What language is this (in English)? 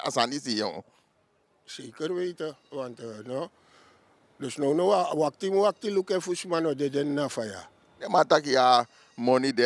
Sranan Tongo